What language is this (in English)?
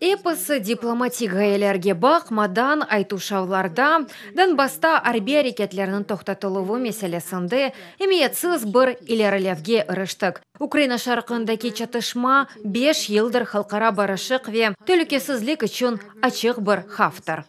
Crimean Tatar